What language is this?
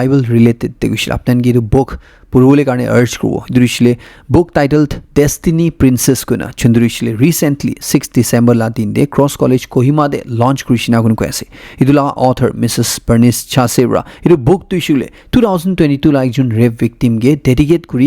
Naga Pidgin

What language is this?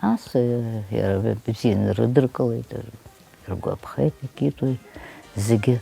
Abkhazian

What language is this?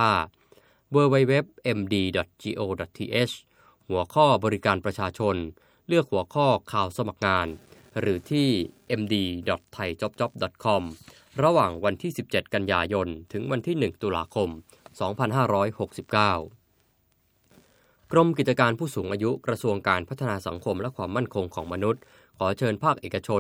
Thai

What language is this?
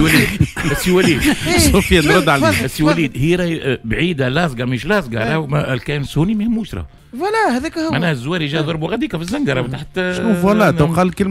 Tunisian Arabic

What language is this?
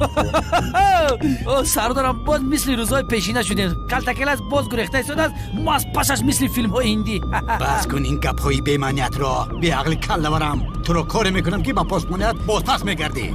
Tajik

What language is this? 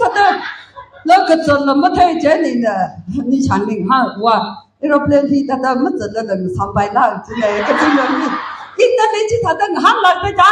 Tangkhul Naga (India)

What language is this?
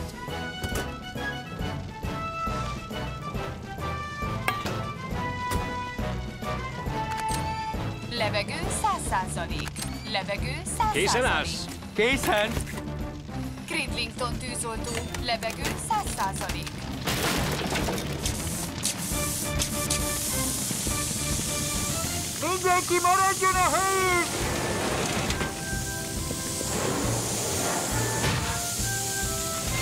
Hungarian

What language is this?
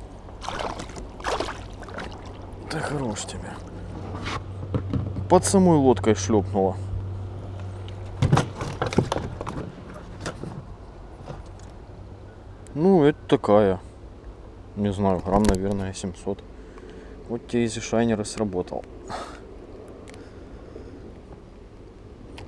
Russian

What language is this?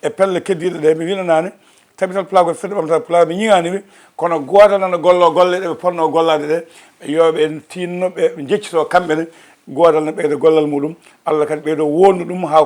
Fula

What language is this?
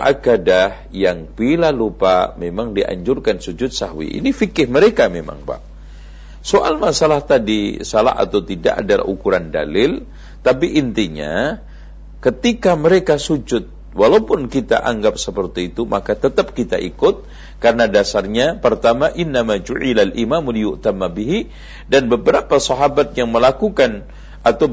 Indonesian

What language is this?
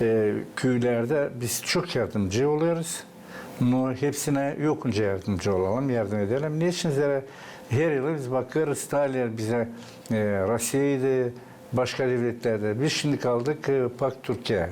Gagauz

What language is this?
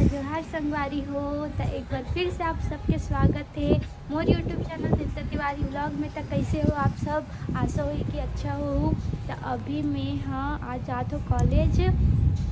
Chhattisgarhi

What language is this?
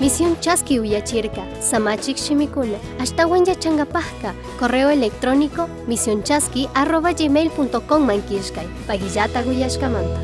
Chimborazo Highland Quichua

